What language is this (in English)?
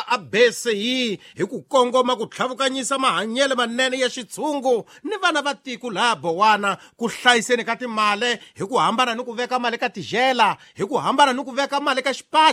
Tsonga